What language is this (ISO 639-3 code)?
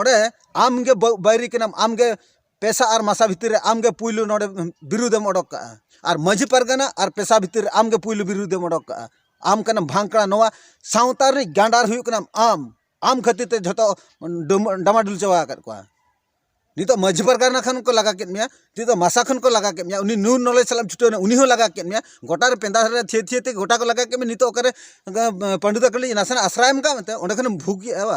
sat